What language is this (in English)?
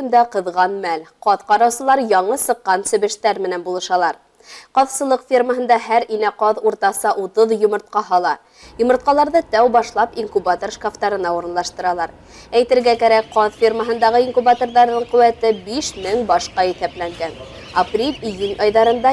Bashkir